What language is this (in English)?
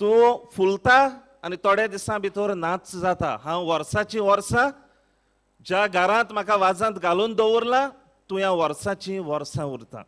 Konkani